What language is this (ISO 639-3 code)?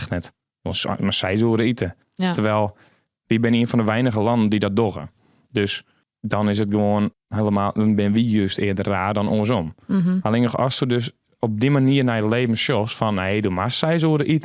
fry